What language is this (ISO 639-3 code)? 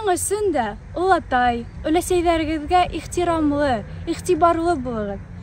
bak